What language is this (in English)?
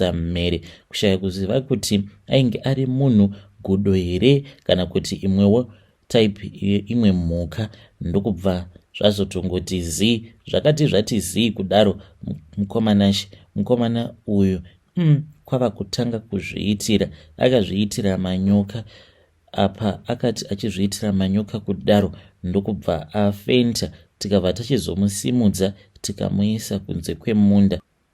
Shona